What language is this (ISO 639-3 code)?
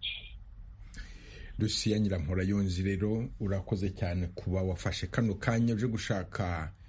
kin